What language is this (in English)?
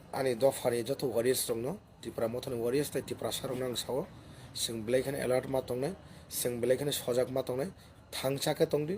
Kok Borok